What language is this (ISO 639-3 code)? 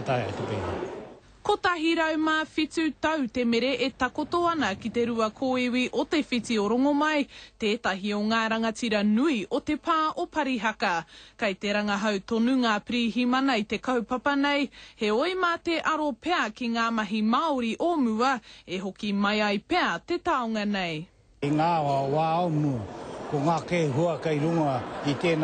mri